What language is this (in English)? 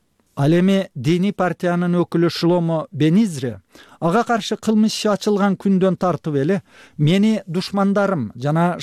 Kyrgyz